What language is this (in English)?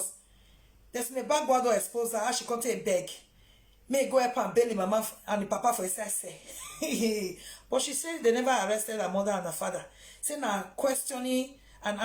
Nigerian Pidgin